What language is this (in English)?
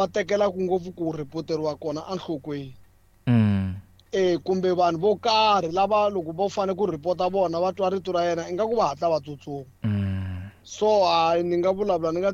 Tsonga